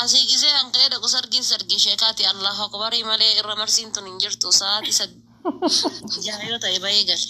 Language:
Oromo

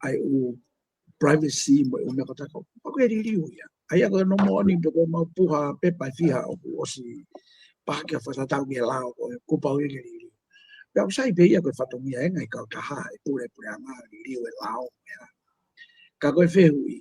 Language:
Tongan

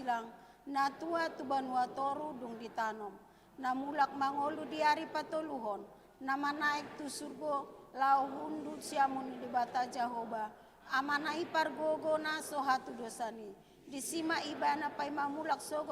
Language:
Batak Toba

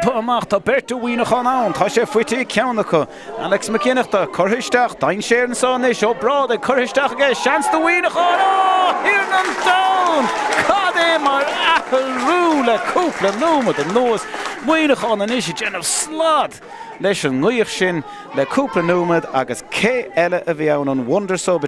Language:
Irish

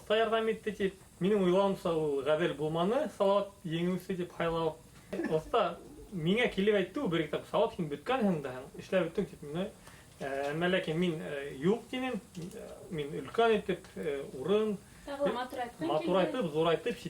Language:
Bashkir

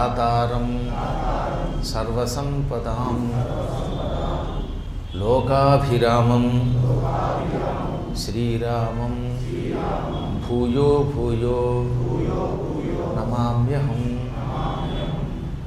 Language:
Telugu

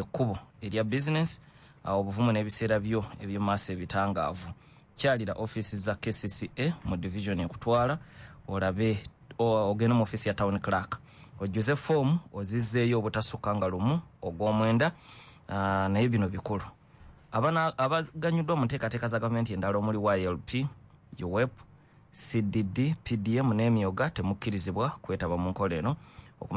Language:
Ganda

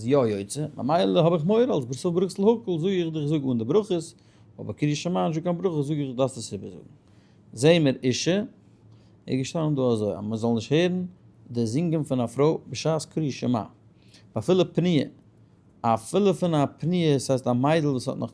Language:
Yiddish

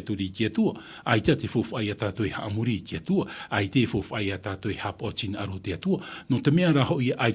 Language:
Tahitian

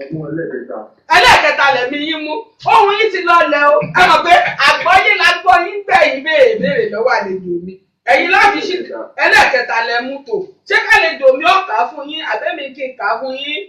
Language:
Yoruba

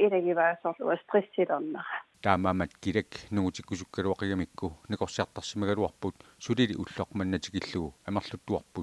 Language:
Kalaallisut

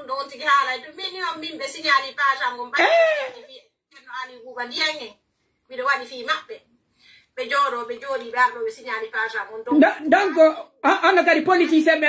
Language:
Pular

